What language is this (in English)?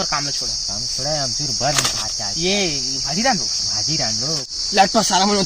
Chhattisgarhi